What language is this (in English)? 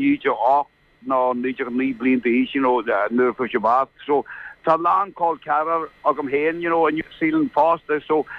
Irish